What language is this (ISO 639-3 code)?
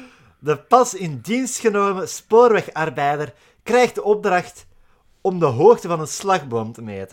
nld